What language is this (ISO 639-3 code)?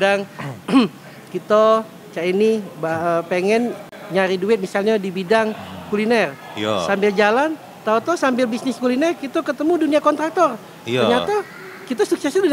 mui